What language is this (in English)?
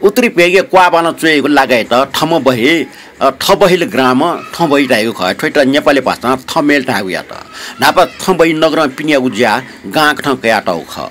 Newari